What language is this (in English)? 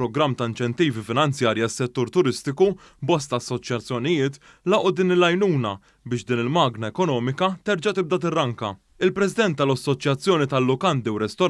Maltese